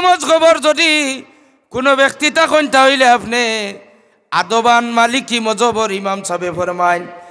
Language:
Sylheti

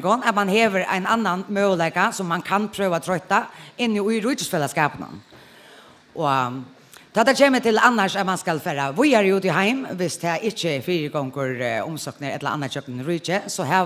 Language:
Faroese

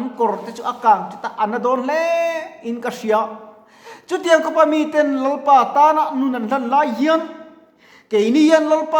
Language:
Mizo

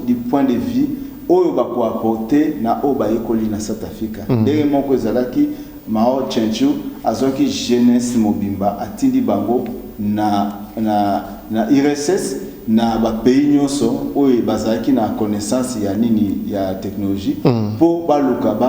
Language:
Lingala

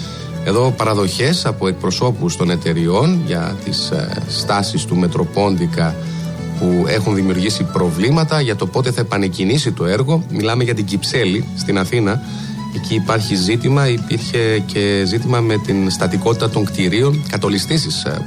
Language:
Greek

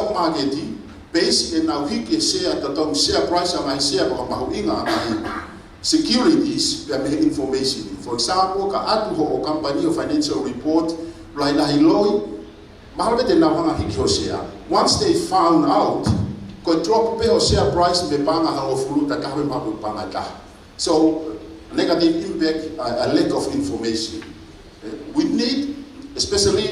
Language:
Tongan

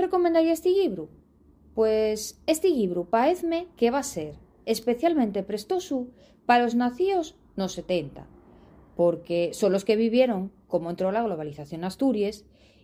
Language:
Asturian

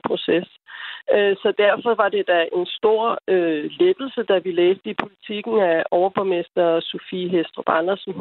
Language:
Danish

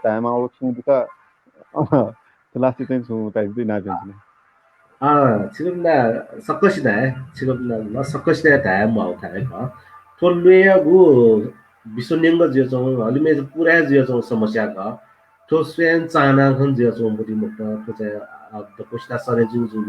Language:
Newari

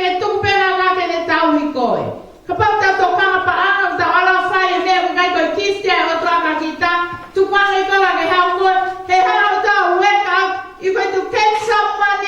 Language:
Tongan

